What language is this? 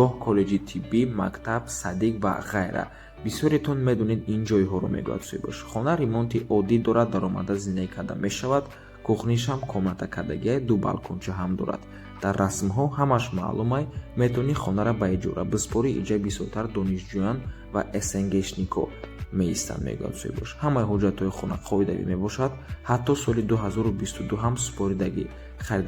Tajik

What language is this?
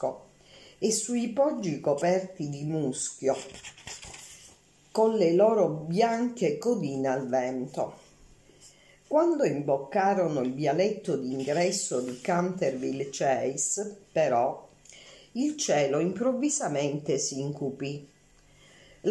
Italian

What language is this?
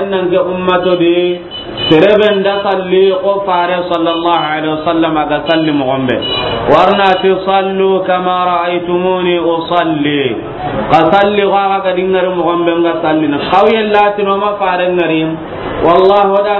Soninke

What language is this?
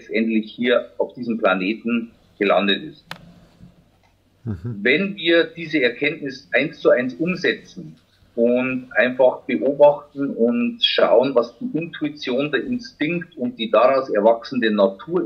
German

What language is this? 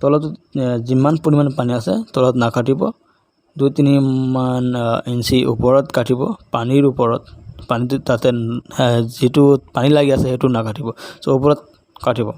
Assamese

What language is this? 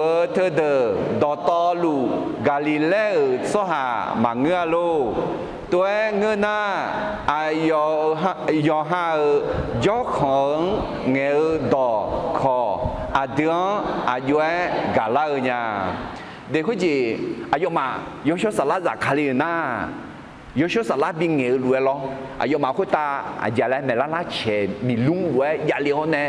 Akha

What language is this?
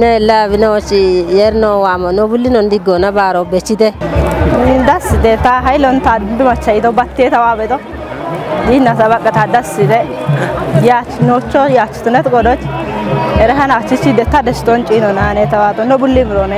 Kafa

